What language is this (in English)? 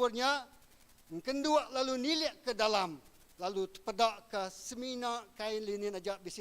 Iban